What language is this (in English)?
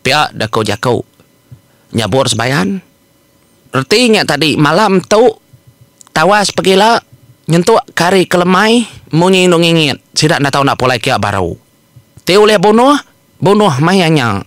Iban